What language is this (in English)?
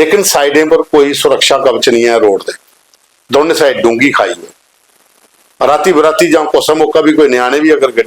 Dogri